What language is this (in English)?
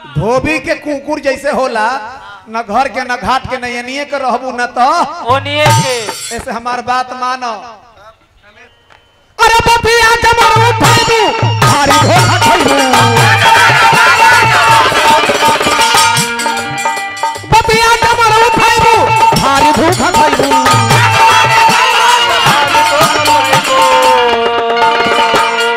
Bhojpuri